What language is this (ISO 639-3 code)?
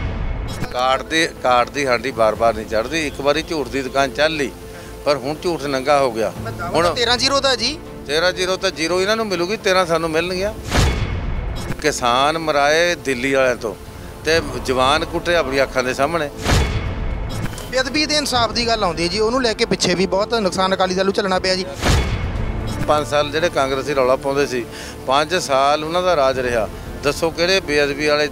pan